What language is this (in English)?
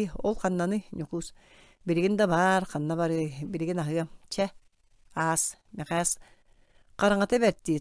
Yakut